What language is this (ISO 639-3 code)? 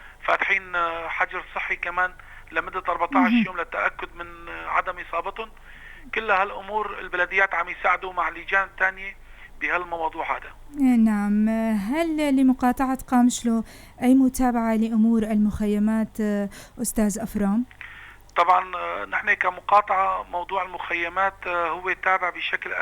apc